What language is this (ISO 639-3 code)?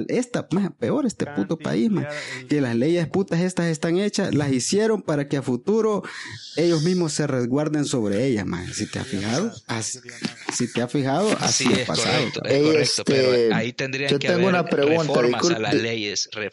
spa